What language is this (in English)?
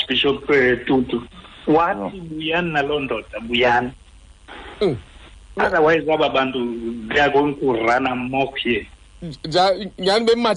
Xhosa